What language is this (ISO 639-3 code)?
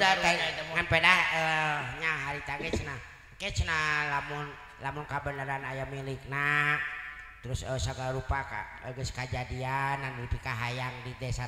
sun